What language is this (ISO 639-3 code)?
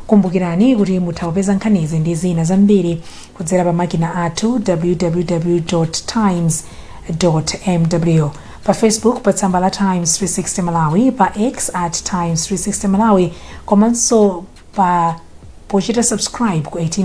nya